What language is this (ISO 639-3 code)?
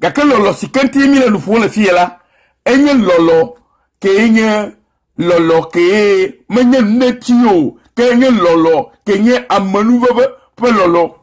ewe